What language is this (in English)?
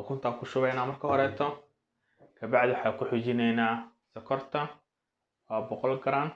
Somali